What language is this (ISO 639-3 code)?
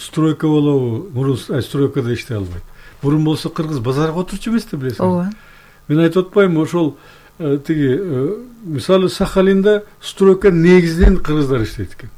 kir